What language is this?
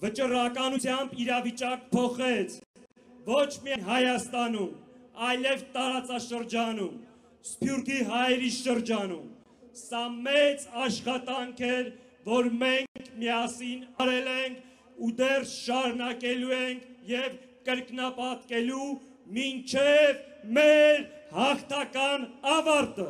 Armenian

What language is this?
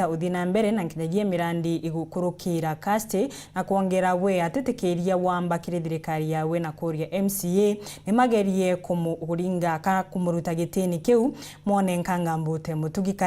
Meru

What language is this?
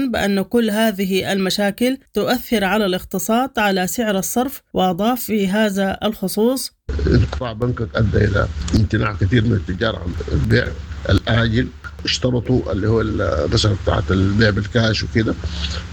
Sudanese Arabic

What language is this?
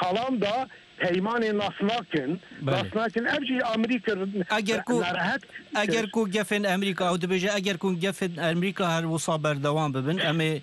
Kurdish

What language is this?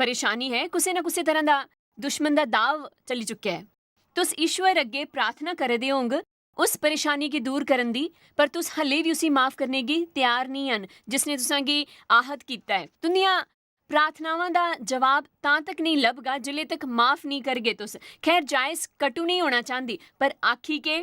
Dogri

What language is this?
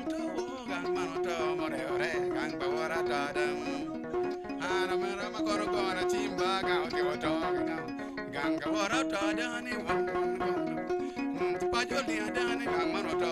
Acoli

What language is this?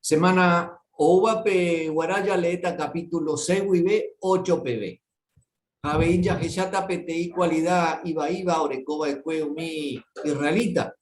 Guarani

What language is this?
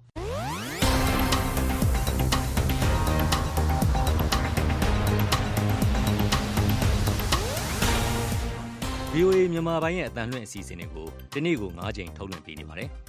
Burmese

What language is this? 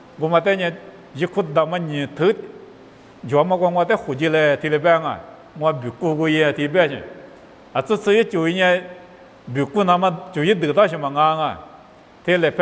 Lisu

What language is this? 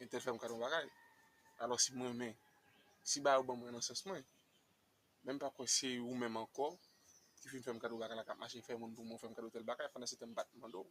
Haitian Creole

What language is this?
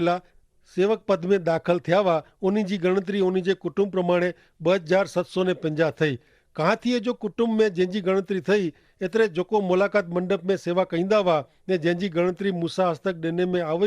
Kachhi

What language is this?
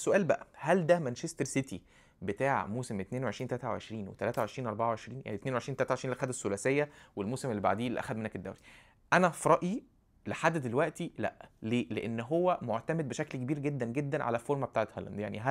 Egyptian Arabic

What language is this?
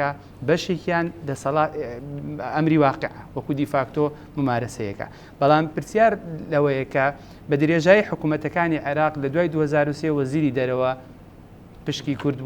Central Kurdish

